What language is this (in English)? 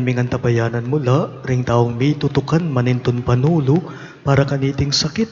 Pampanga